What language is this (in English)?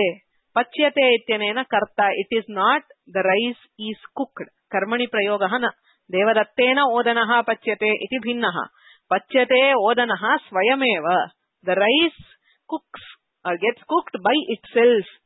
Sanskrit